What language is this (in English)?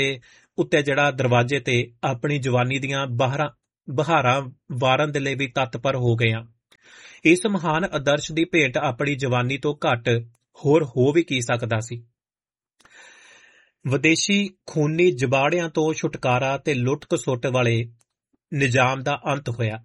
Punjabi